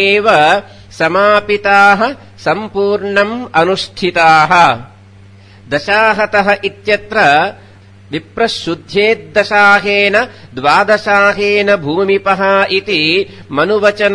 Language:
Sanskrit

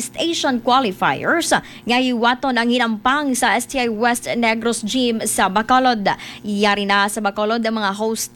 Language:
Hiligaynon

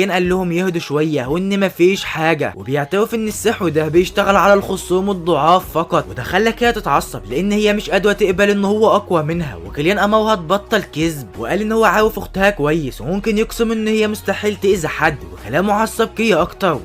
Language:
Egyptian Arabic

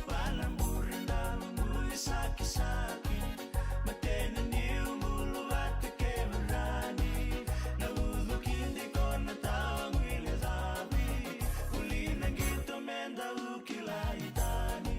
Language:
Fijian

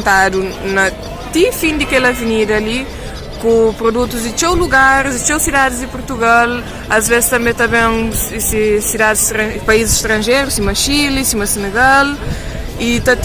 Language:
Kabuverdianu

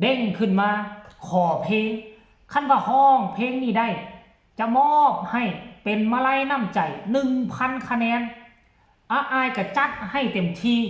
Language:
Northeastern Thai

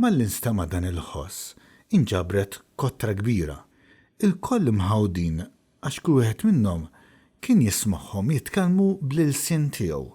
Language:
Maltese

